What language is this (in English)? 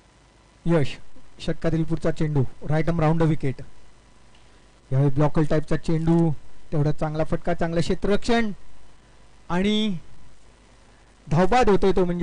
Marathi